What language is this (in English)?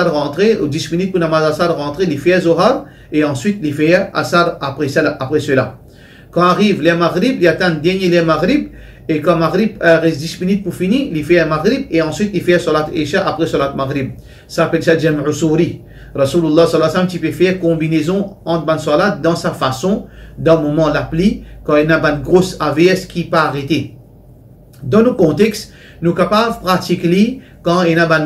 Morisyen